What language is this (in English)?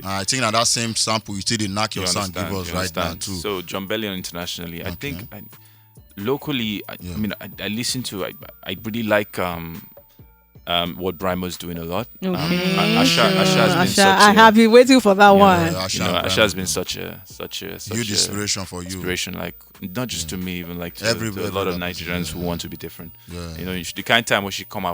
Nigerian Pidgin